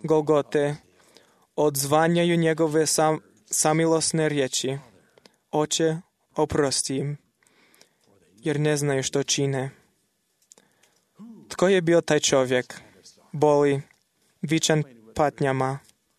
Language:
Croatian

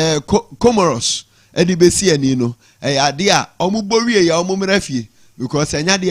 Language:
Akan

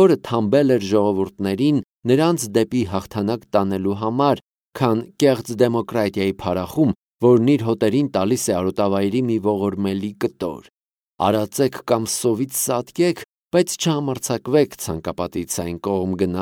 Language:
Armenian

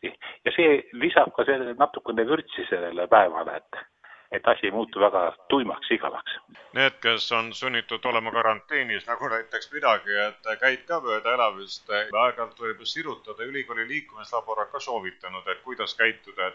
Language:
Estonian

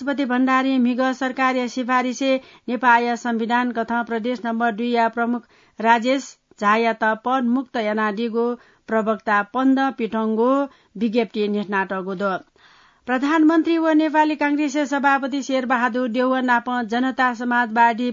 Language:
Newari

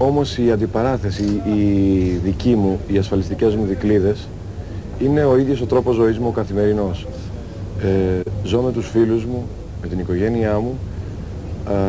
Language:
Greek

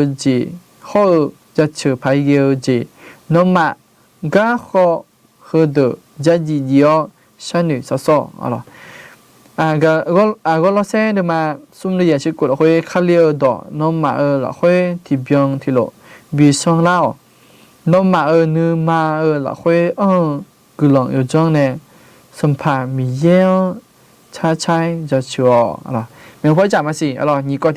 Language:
Akha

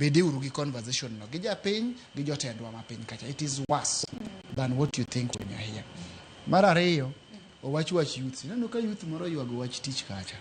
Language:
Luo (Kenya and Tanzania)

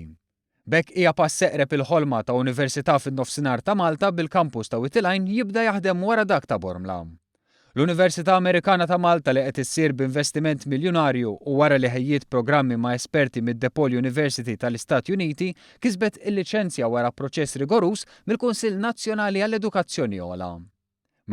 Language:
Maltese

